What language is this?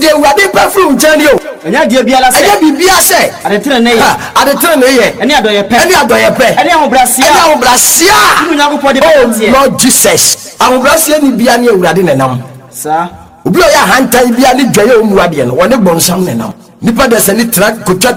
Akan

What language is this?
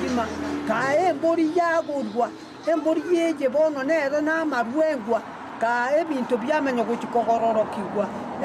Gusii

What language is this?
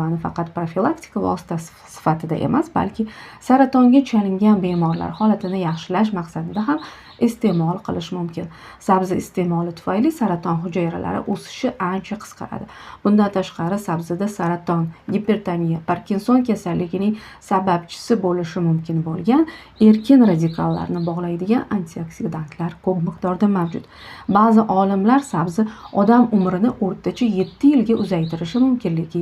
Uzbek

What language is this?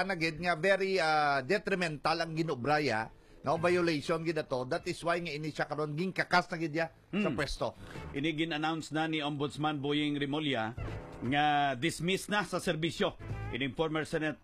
Hiligaynon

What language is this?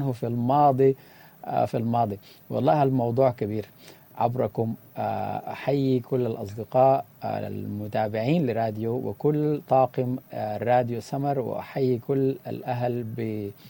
Sudanese Arabic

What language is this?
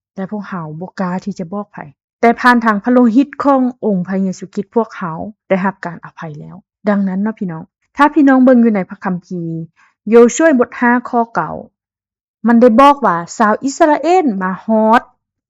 Lao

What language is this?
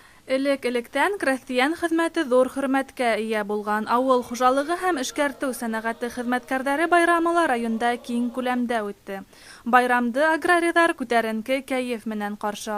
Bashkir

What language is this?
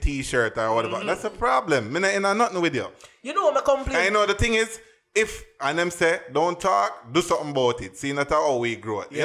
Jamaican Creole English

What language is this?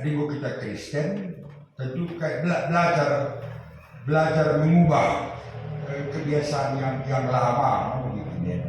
Batak Karo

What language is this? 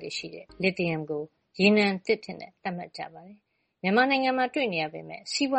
Burmese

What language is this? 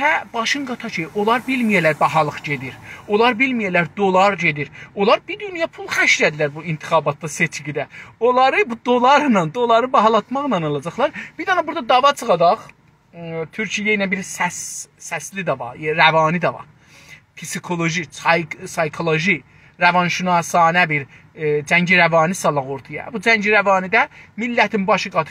South Azerbaijani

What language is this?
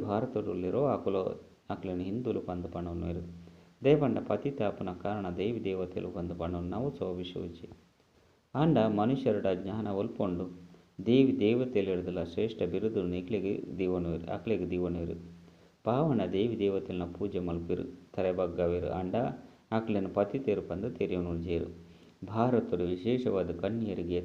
Tulu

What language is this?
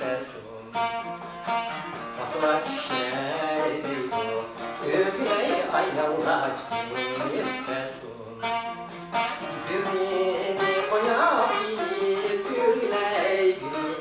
Turkish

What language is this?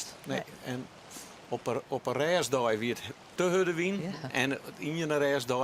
Western Frisian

